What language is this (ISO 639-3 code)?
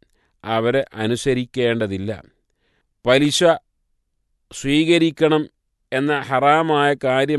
mal